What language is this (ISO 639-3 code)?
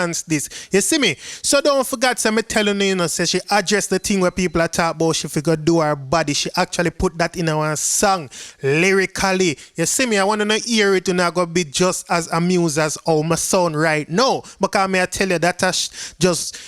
jam